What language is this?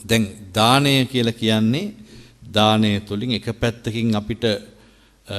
Sinhala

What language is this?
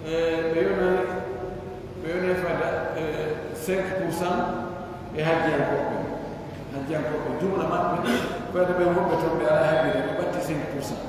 Pular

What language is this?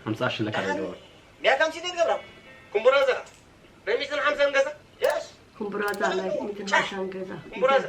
Tigrinya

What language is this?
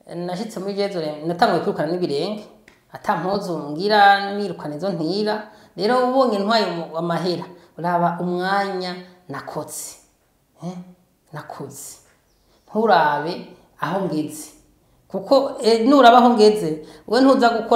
Rundi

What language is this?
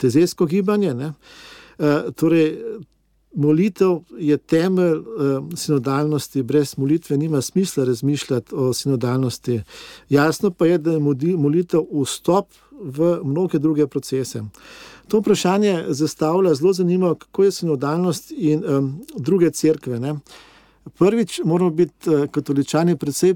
Slovenian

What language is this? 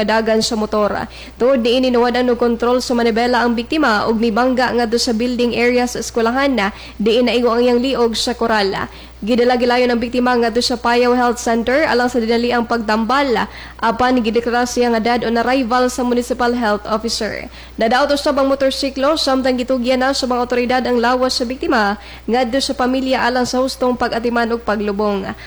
Cebuano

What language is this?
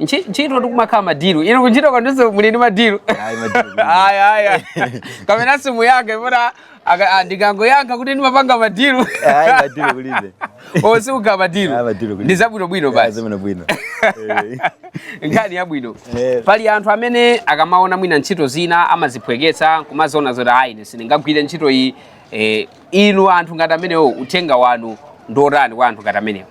Nyanja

